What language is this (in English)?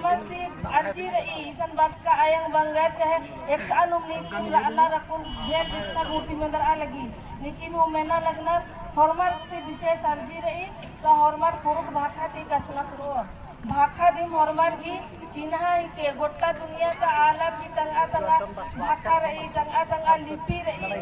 Kurukh